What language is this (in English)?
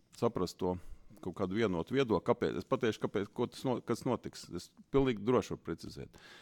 Latvian